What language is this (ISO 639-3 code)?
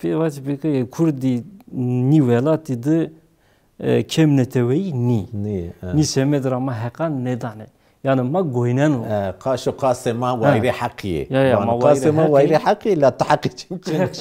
zza